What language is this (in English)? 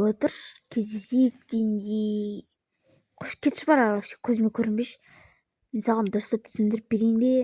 Kazakh